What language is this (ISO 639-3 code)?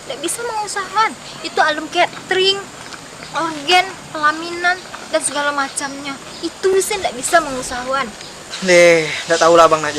min